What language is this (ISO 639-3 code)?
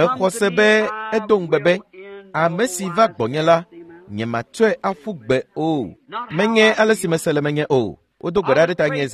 ewe